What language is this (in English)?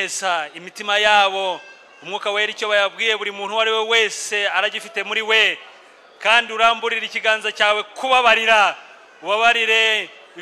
Kinyarwanda